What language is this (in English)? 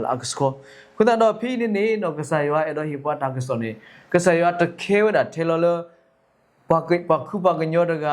S'gaw Karen